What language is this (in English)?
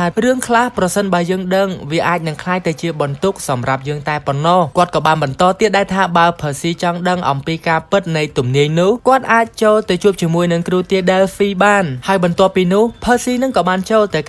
Khmer